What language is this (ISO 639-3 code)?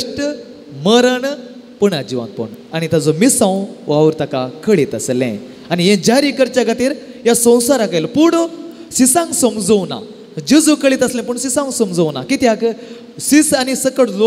kok